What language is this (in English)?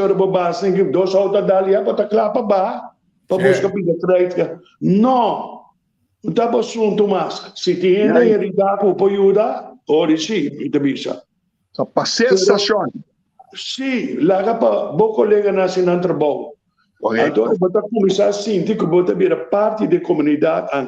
Papiamento